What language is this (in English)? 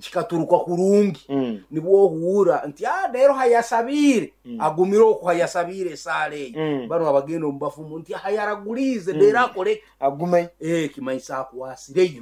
Nyankole